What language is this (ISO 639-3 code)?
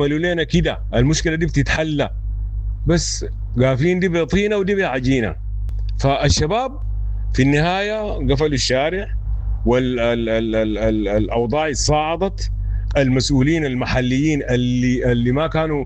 apd